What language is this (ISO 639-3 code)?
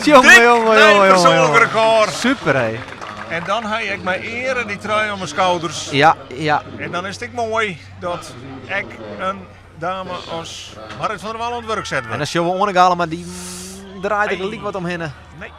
fry